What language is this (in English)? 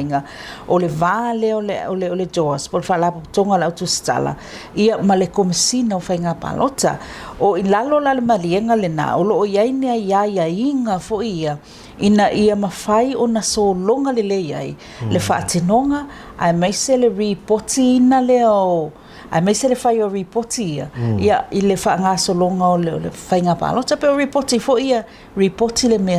Samoan